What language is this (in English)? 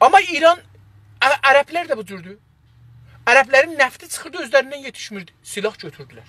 South Azerbaijani